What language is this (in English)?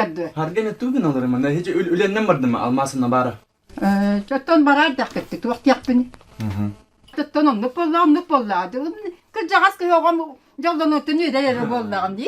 Yakut